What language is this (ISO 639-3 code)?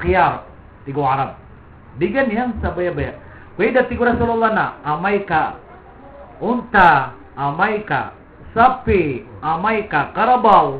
mrw